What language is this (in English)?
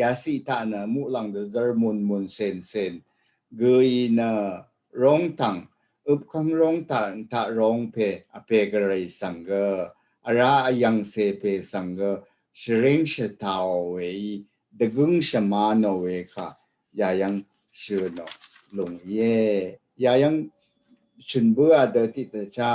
Rawang